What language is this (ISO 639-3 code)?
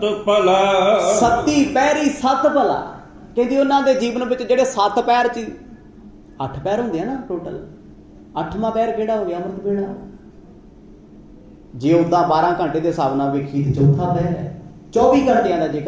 pan